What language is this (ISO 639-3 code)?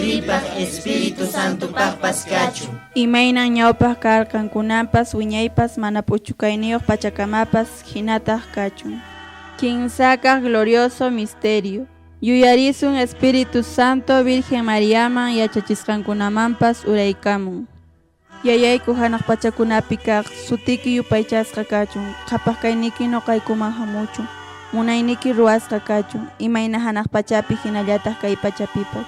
que